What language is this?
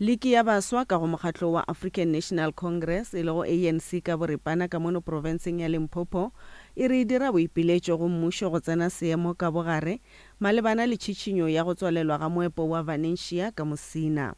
Northern Sotho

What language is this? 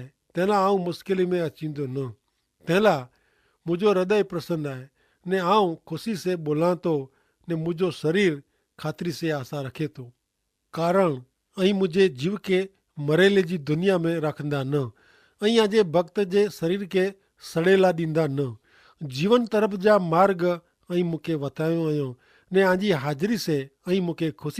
Kachhi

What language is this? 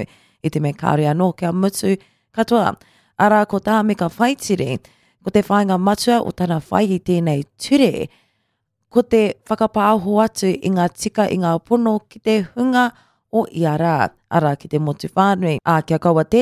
Māori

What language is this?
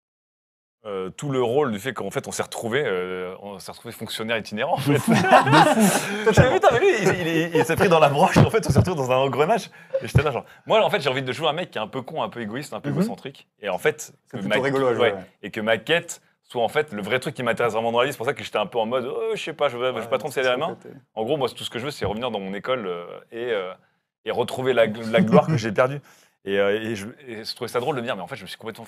French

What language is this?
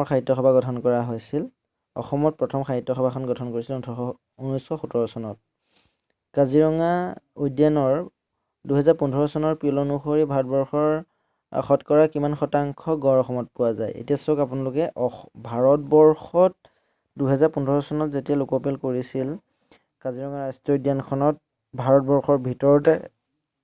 Assamese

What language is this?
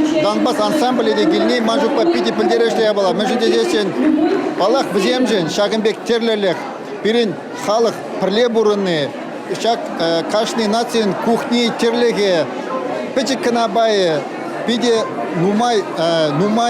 Chuvash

